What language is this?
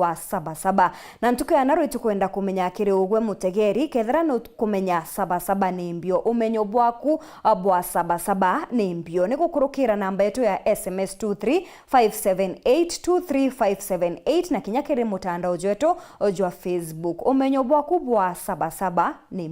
Meru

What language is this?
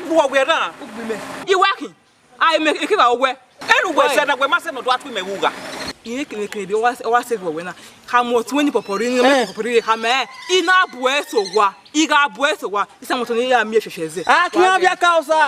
Bini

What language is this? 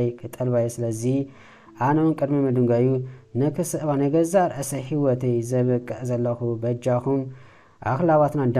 Tigrinya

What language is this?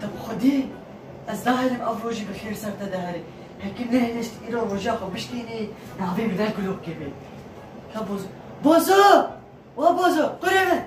Kurdish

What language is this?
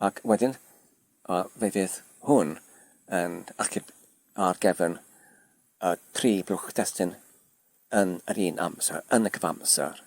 Welsh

